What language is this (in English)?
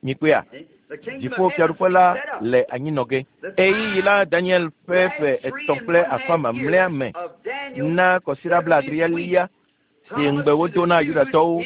Ewe